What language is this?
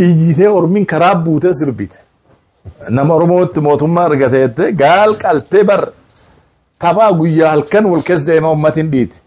Oromo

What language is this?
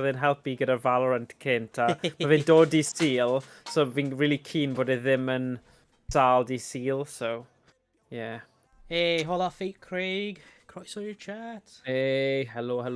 Welsh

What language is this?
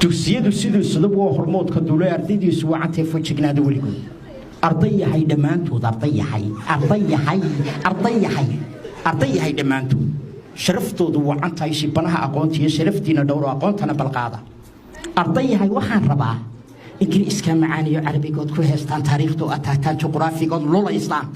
Somali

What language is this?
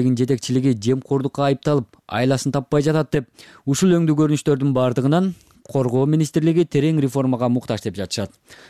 Kyrgyz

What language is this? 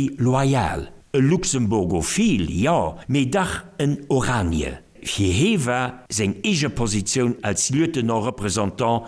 Luxembourgish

